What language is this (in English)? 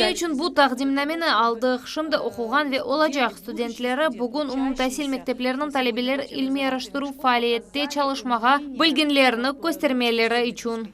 Crimean Tatar